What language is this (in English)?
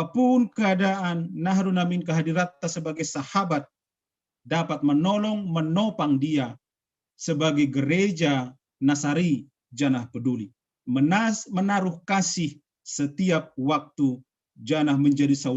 Batak Simalungun